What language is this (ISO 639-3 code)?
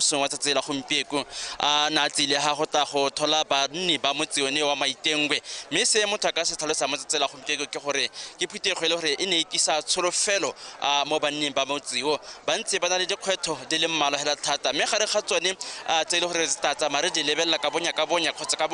tsn